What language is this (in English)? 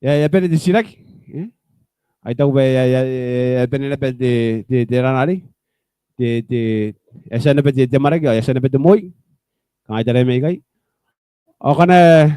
Gilbertese